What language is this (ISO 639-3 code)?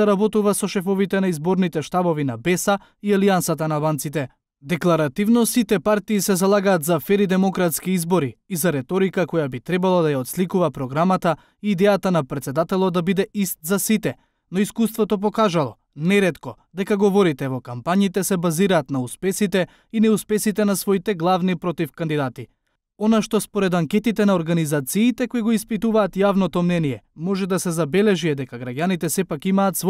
mkd